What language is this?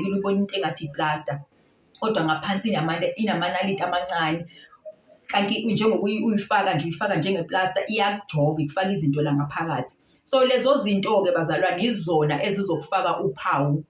Zulu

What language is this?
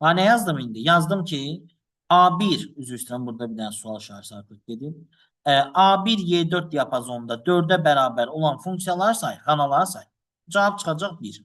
Azerbaijani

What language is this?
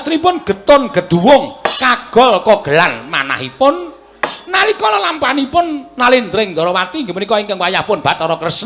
Javanese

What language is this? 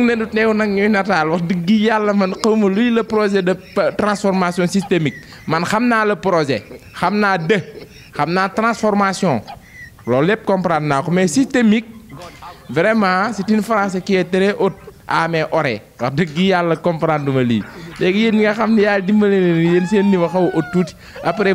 Wolof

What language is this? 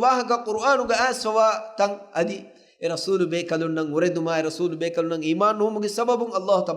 Divehi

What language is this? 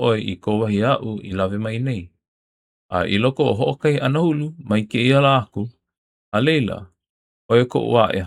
Hawaiian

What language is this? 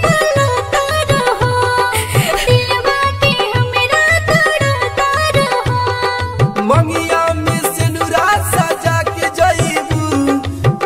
Bhojpuri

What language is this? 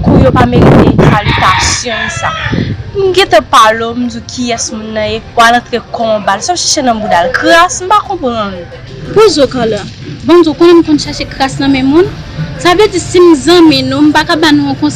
Haitian Creole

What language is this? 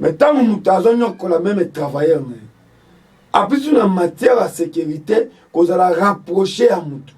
Lingala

